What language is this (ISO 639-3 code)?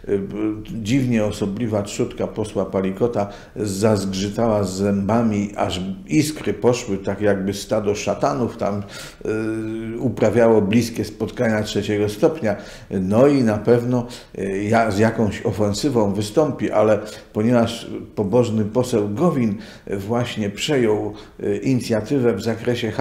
pol